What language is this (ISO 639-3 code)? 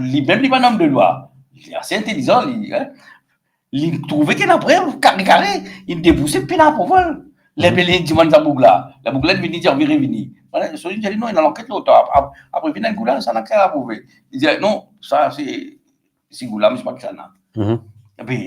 mfe